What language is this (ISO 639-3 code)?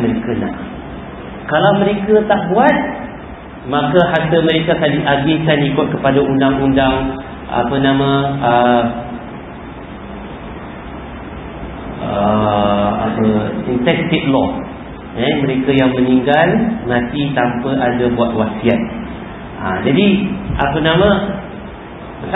msa